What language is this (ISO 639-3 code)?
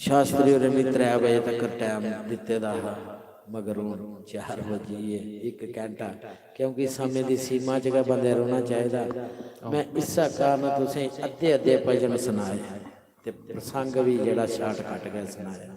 doi